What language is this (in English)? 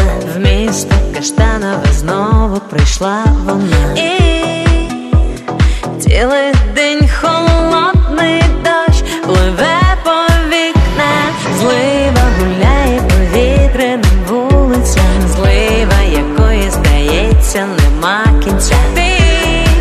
Ukrainian